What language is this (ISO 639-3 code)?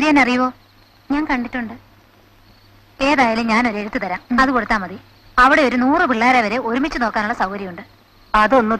mal